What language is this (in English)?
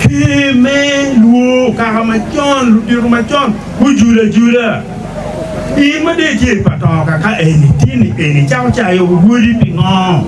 Acoli